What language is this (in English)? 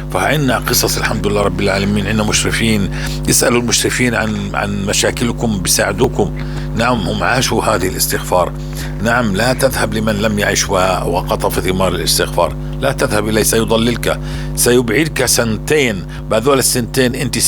North Levantine Arabic